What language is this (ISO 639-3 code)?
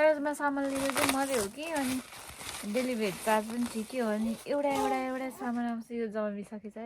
nep